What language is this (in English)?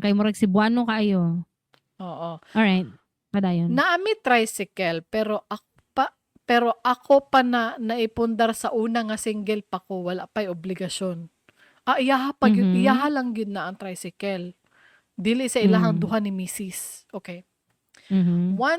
Cebuano